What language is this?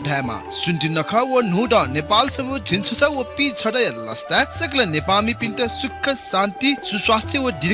Newari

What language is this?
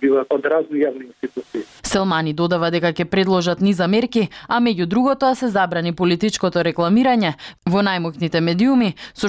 Macedonian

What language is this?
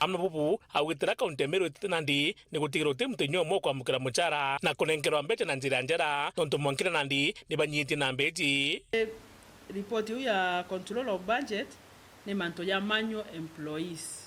Meru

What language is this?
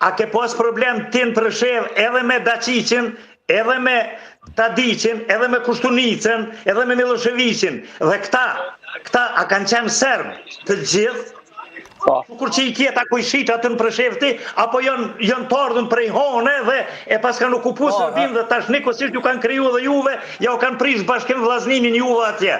Albanian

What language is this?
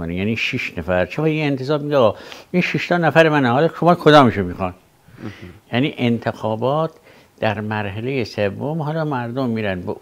Persian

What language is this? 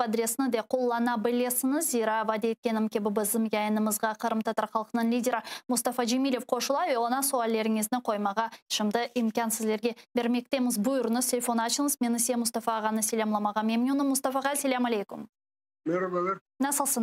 Crimean Tatar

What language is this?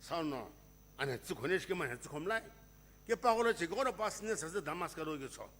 Sumi Naga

